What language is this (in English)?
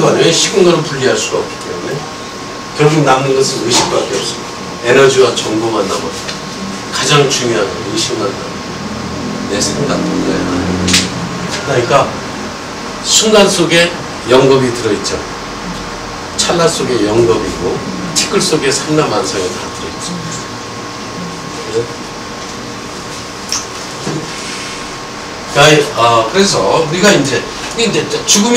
Korean